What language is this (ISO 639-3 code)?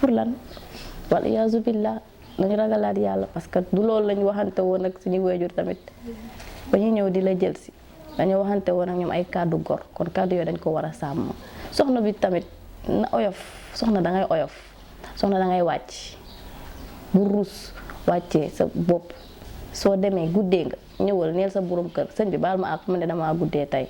wol